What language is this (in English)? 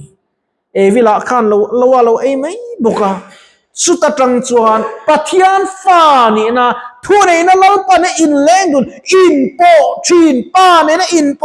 Mizo